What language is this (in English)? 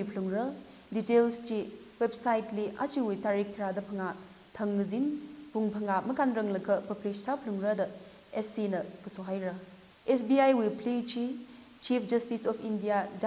Tangkhul Naga (India)